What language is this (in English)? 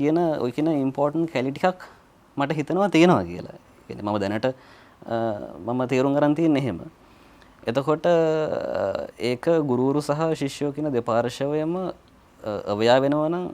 Sinhala